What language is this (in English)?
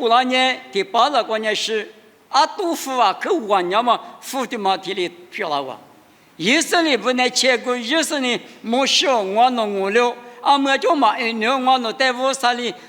Lisu